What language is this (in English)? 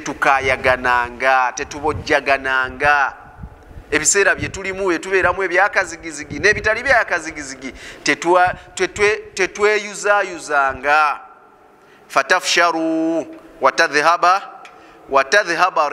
Ganda